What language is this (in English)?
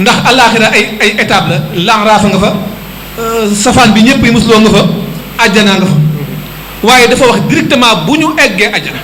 Wolof